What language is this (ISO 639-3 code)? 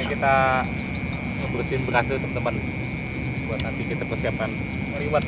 bew